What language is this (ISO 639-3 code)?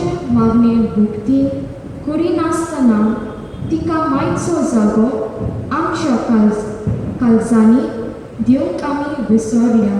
kok